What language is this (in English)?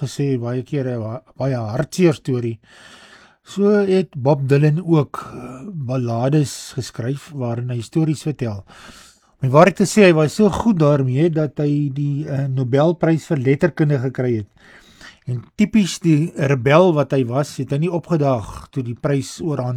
Afrikaans